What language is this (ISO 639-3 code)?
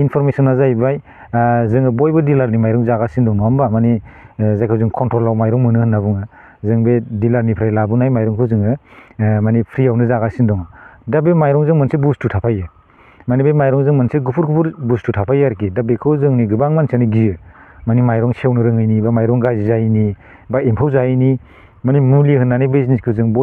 brx